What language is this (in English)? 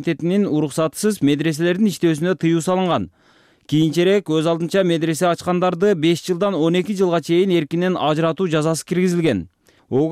Kyrgyz